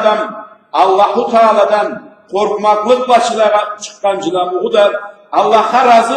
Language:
Karachay-Balkar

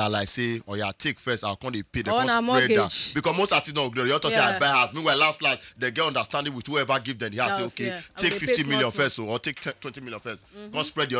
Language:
Nigerian Pidgin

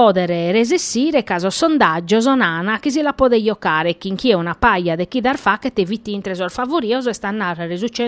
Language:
Sardinian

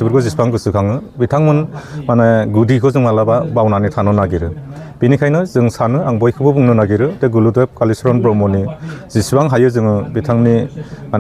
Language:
Bodo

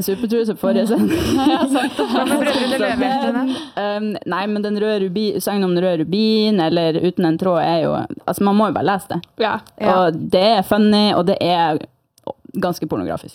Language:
Norwegian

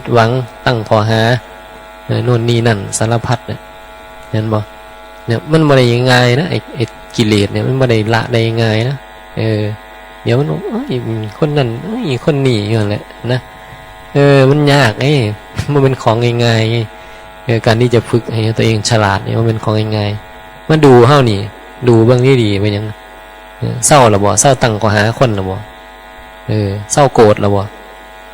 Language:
Northeastern Thai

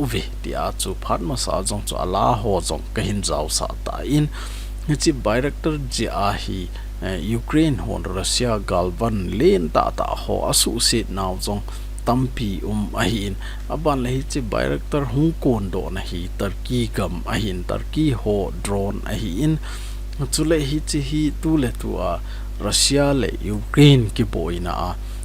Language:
Thado Chin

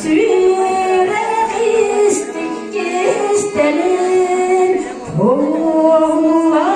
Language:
Yakut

